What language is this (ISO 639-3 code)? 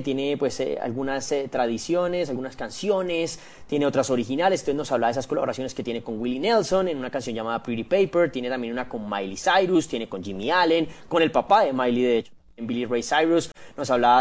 spa